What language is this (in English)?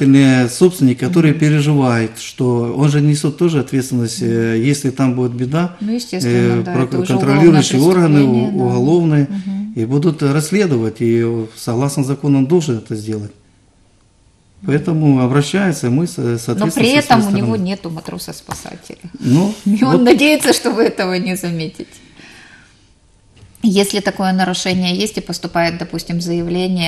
Russian